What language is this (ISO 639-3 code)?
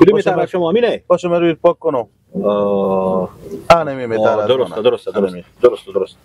fas